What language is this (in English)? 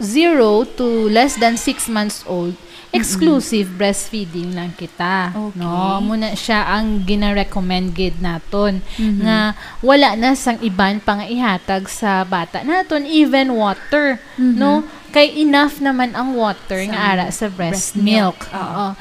Hiligaynon